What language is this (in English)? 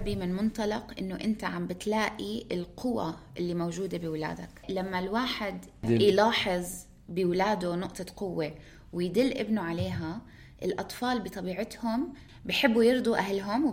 North Levantine Arabic